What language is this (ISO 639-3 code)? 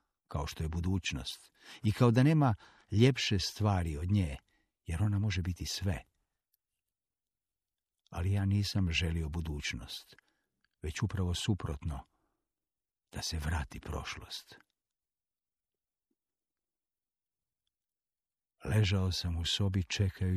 hrv